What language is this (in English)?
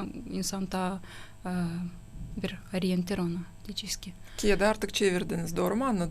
Gagauz